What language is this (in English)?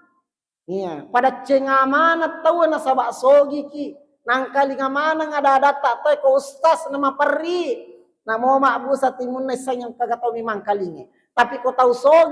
Buginese